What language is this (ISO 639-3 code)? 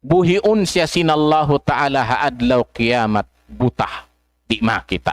tsg